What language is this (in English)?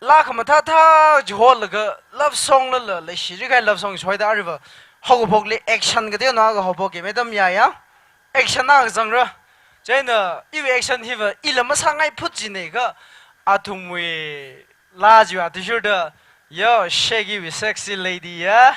Tangkhul Naga (India)